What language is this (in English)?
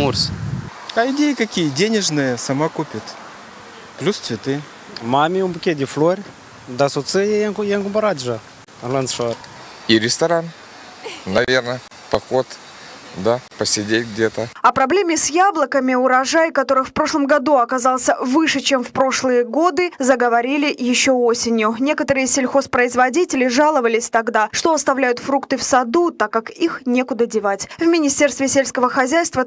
Russian